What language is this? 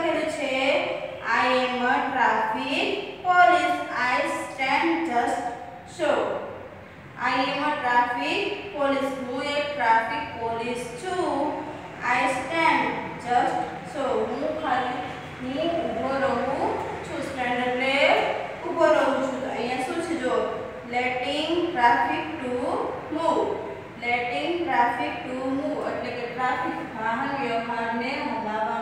Gujarati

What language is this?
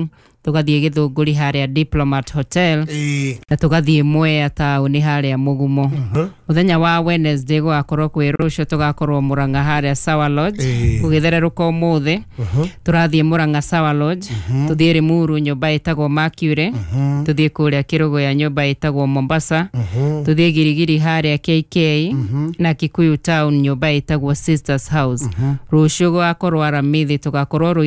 Kikuyu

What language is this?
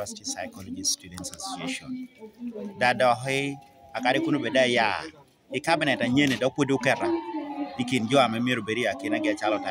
Lango (Uganda)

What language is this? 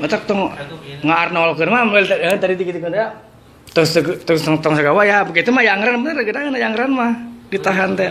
Sundanese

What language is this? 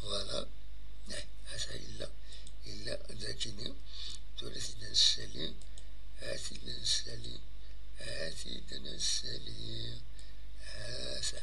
Kabyle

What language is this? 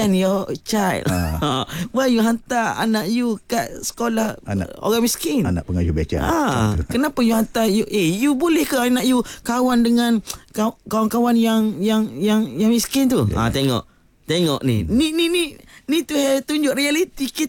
Malay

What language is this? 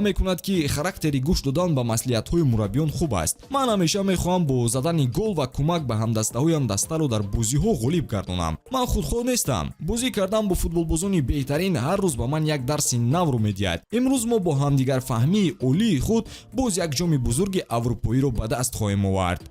Tajik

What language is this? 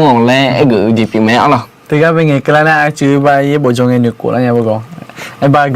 Akha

